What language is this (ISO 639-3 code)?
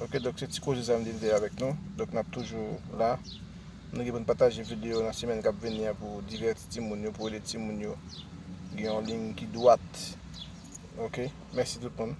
hat